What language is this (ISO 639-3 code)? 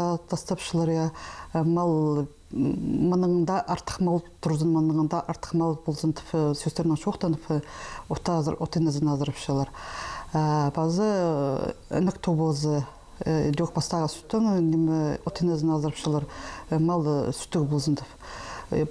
kjh